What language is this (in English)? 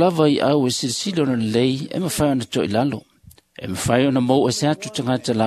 Samoan